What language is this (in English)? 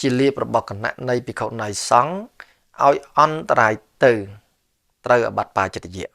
Khmer